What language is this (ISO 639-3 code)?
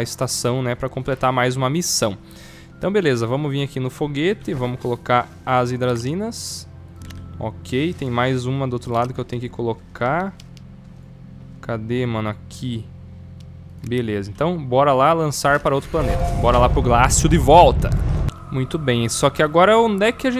por